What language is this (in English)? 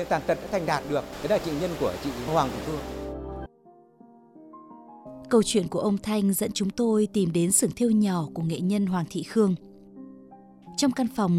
Vietnamese